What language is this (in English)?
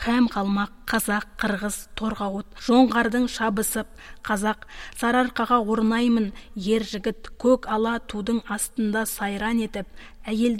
Kazakh